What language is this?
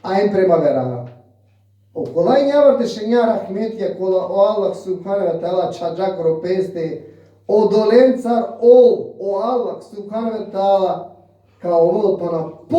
Balkan Romani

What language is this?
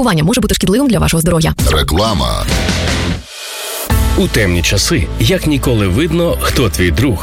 Ukrainian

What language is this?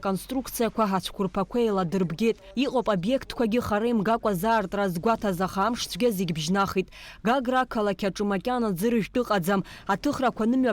Abkhazian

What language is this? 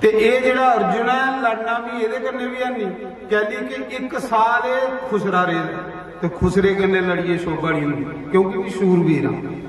Dogri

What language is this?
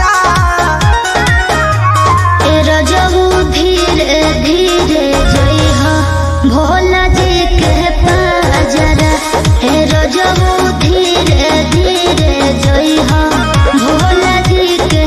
Bhojpuri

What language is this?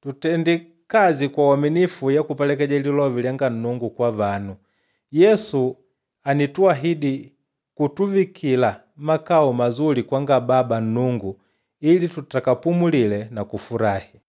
Makonde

